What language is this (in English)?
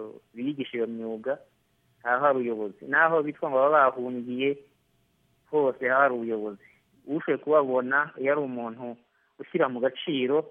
Kinyarwanda